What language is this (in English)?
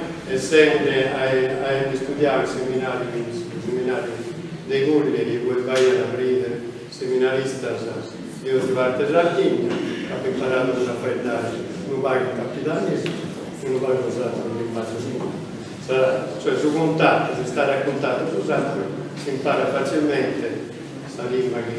Sardinian